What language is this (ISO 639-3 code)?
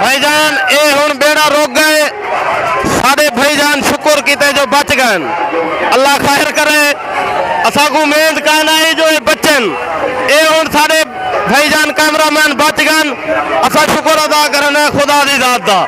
skr